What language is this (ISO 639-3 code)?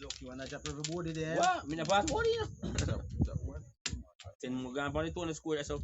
jam